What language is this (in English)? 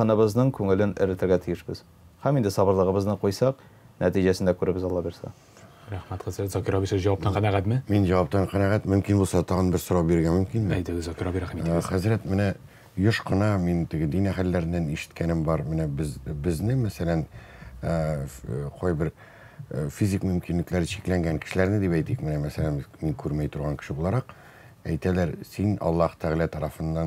Tatar